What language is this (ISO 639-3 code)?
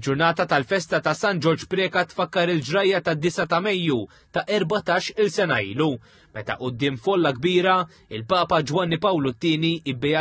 mlt